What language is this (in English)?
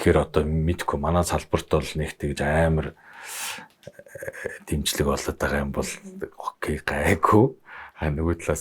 Mongolian